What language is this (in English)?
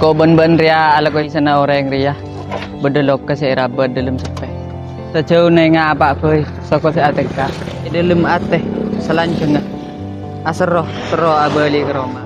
Madurese